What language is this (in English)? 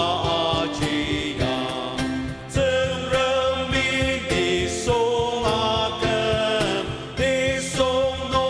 Ao Naga